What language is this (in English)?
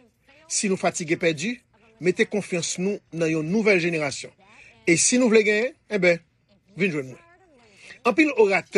Haitian Creole